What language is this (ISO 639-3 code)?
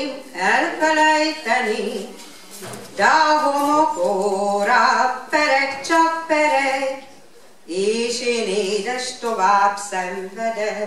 hun